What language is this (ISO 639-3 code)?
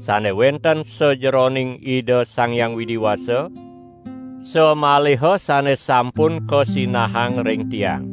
ban